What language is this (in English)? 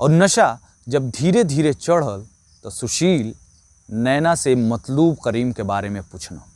Bhojpuri